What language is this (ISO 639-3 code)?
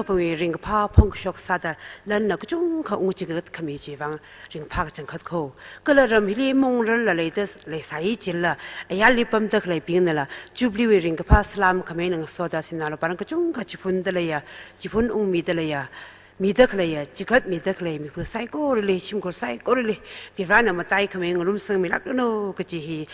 nmf